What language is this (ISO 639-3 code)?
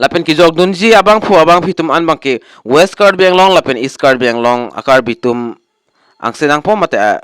mjw